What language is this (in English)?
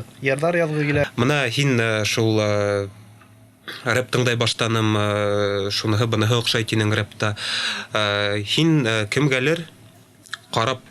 Bashkir